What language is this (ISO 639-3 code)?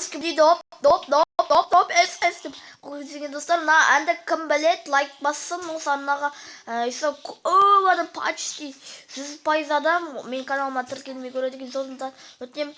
kaz